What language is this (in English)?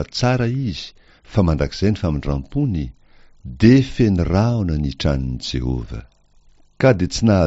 Malagasy